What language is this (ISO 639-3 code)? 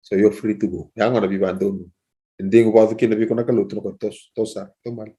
fij